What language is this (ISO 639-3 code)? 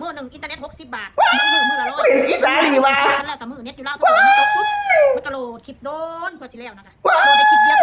tts